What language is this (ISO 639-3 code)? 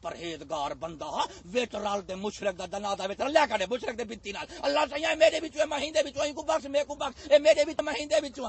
skr